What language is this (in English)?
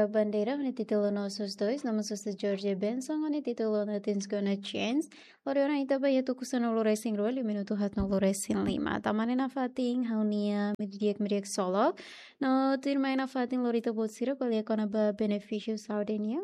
Tetum